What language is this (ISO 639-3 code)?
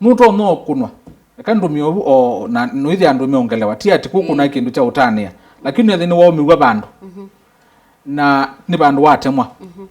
kam